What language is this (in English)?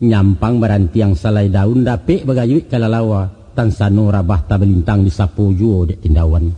Minangkabau